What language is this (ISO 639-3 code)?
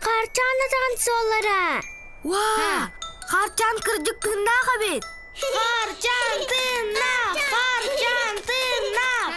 sah